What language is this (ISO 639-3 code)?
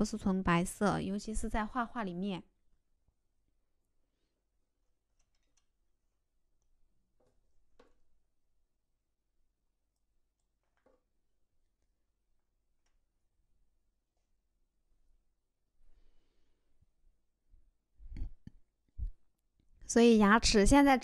zho